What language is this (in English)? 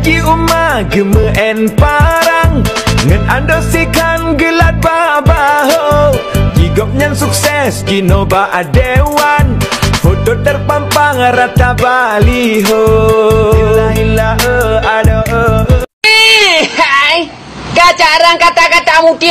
Achinese